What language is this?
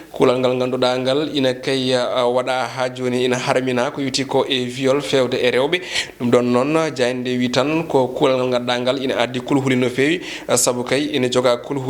Fula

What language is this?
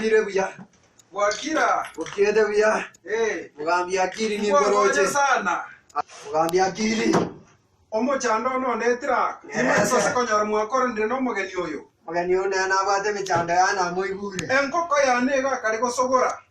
Gusii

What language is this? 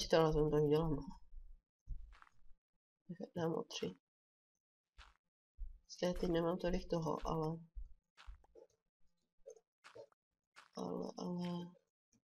Czech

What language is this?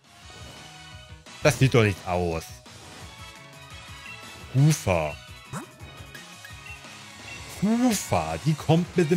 German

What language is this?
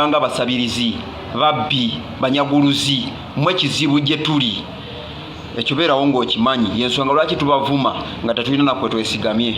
Ganda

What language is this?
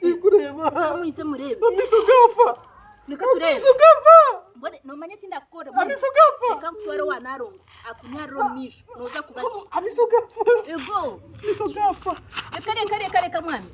Nyankole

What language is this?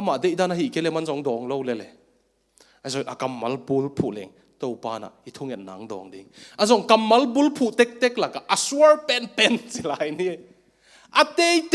Tedim Chin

